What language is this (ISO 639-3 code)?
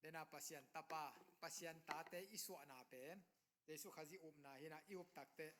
ctd